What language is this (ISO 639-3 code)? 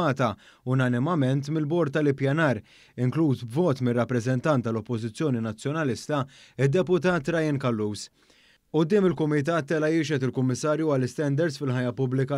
mlt